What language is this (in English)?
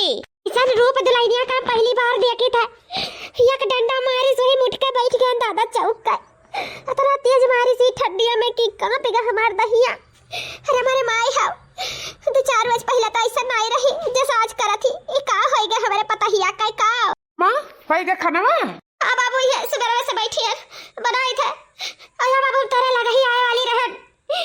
Awadhi